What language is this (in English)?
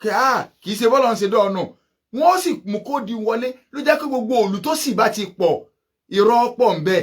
Yoruba